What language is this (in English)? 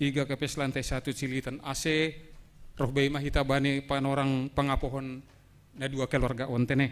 Batak Simalungun